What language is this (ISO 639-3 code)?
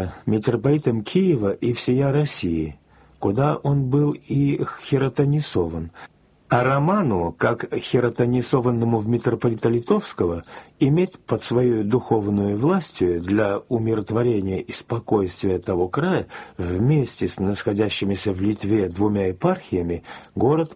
rus